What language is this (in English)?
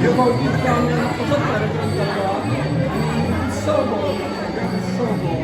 Konkani